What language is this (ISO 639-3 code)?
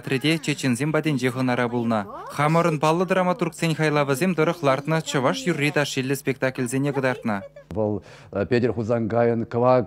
chv